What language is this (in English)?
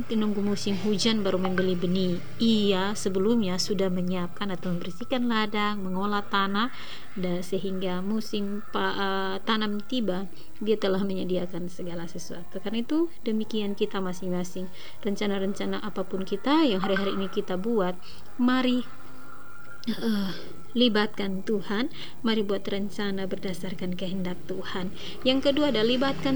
Indonesian